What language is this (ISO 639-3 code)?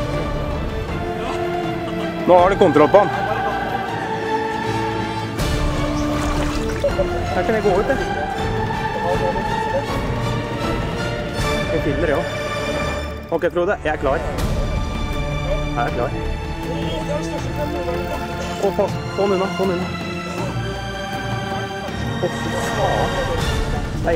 nor